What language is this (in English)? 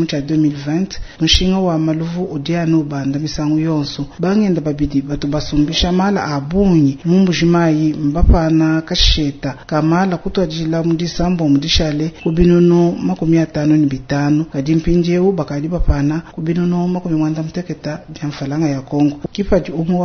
Luba-Lulua